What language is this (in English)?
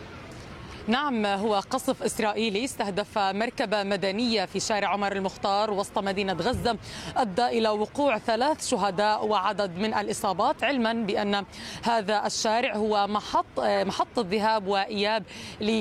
Arabic